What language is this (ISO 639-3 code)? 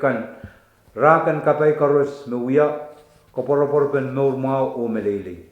pon